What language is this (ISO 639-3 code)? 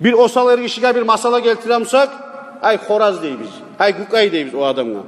kum